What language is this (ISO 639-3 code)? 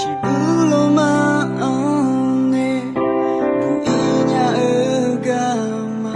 ahk